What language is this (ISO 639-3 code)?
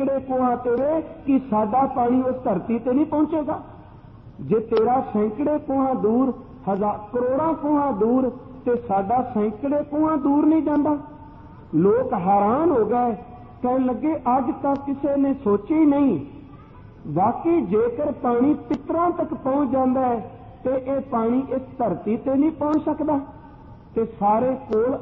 pan